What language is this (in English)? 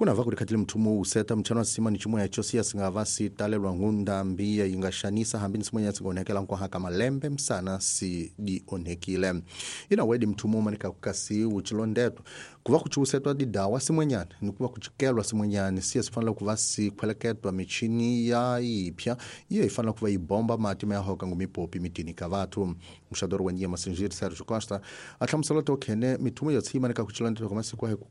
Tsonga